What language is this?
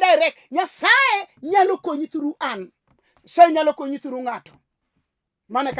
Luo (Kenya and Tanzania)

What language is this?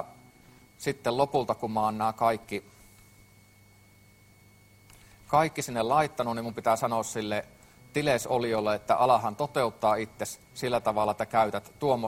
Finnish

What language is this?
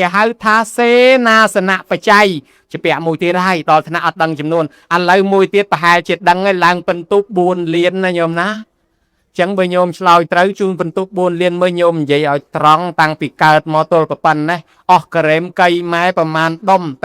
Khmer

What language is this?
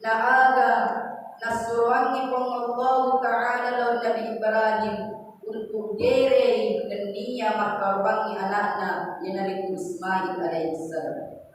Buginese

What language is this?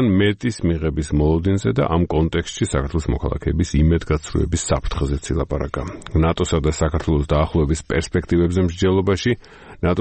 Georgian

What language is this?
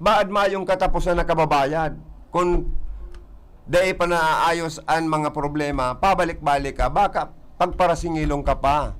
Bikol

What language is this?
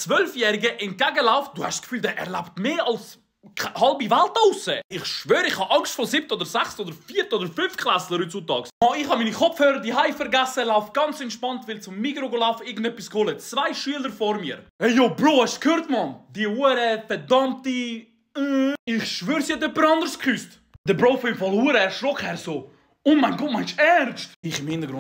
Swiss German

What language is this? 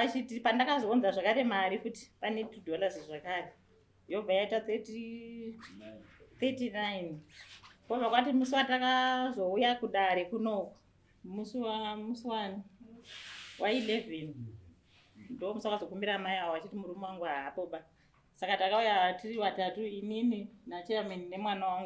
Shona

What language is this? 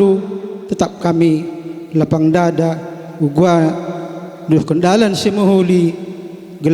Batak Karo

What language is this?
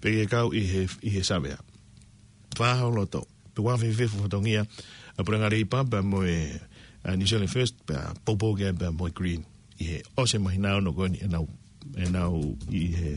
Tongan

